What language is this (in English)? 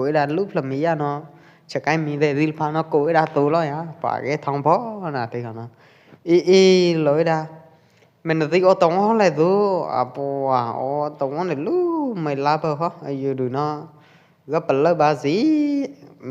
Pwo Eastern Karen